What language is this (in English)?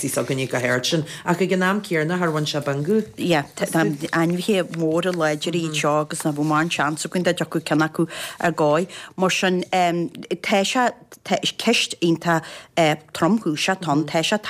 Irish